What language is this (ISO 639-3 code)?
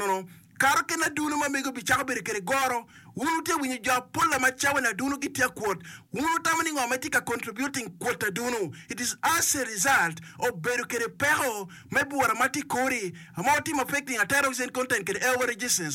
ach